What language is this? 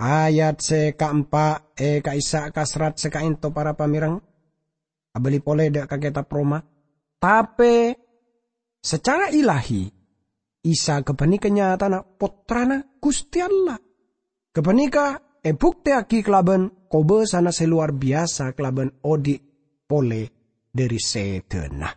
Madurese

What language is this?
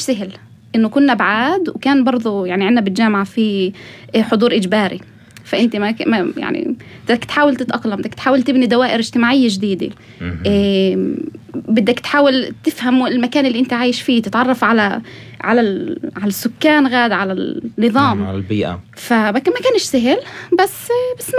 North Levantine Arabic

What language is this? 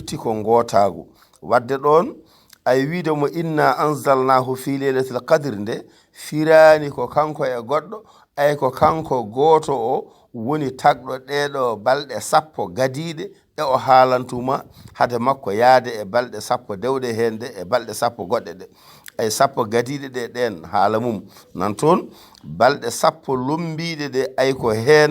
Fula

